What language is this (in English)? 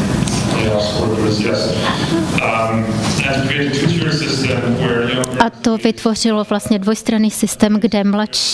Czech